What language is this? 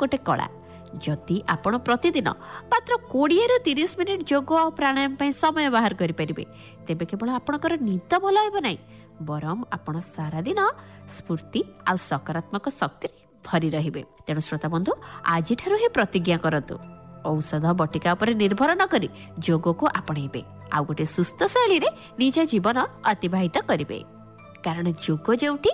Odia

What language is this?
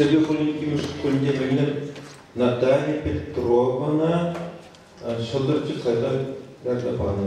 Chuvash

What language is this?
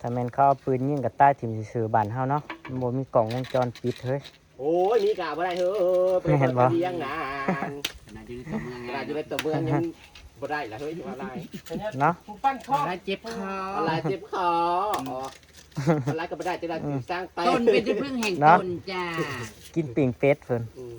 Northeastern Thai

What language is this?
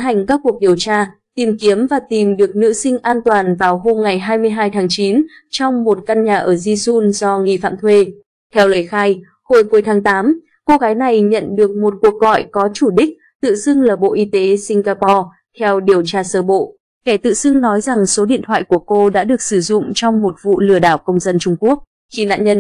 Vietnamese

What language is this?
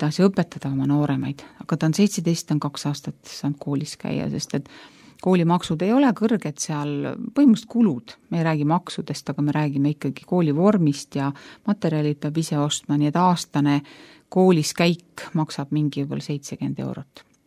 Estonian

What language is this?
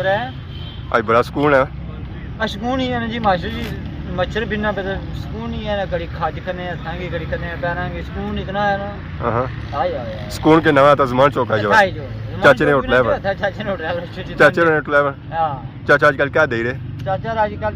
Pahari-Potwari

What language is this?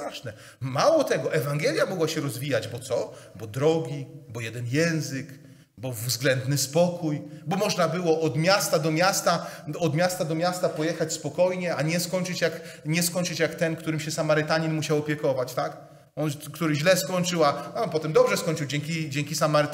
Polish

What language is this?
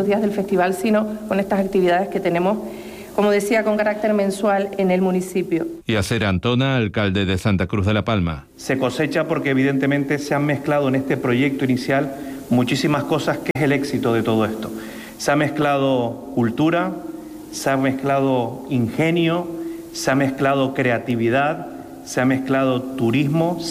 Spanish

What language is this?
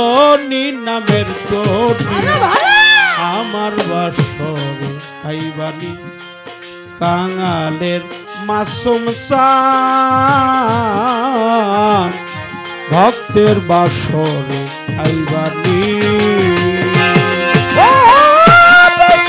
Bangla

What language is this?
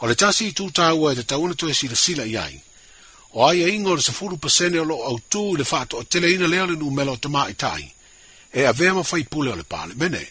Samoan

